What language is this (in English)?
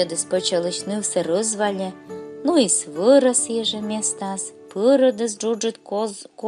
Komi